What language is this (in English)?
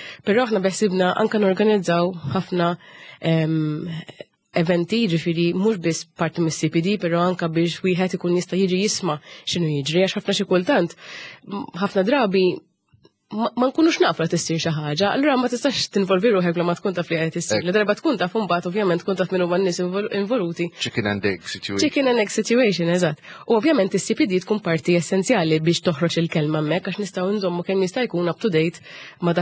Maltese